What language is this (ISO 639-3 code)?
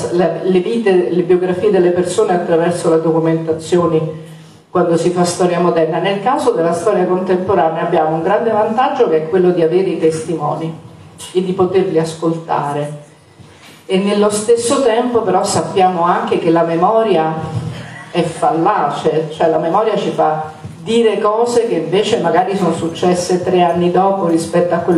ita